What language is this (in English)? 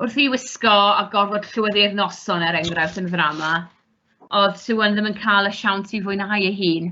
Welsh